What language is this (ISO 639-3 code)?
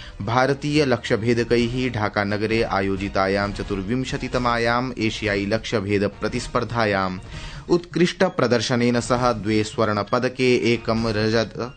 san